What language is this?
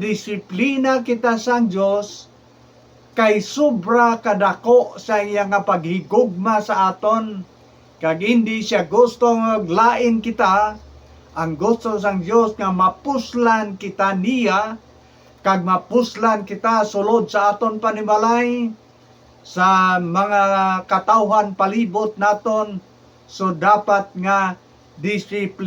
Hiligaynon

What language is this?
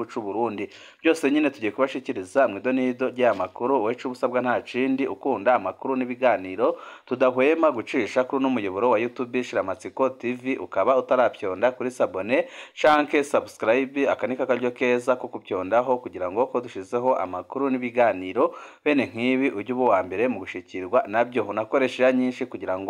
Rundi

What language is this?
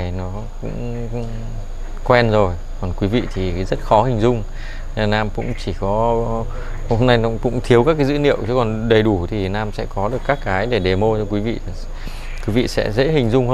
Vietnamese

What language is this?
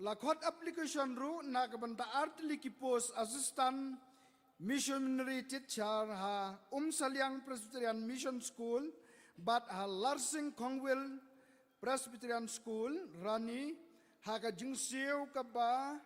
Khasi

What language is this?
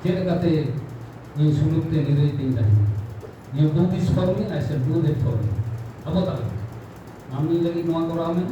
Santali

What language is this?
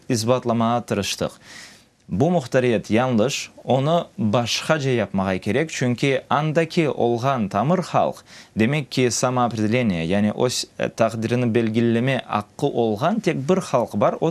Crimean Tatar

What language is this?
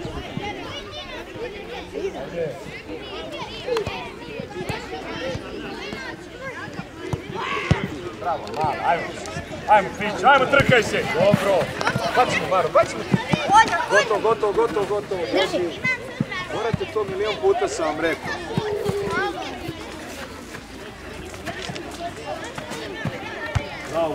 Serbian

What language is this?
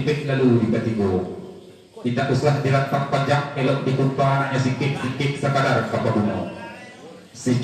Minangkabau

